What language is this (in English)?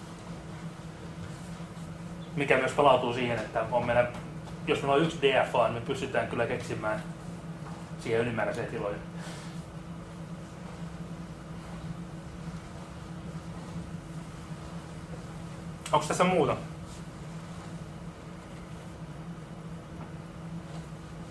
Finnish